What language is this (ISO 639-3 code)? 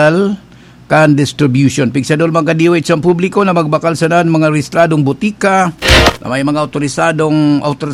bik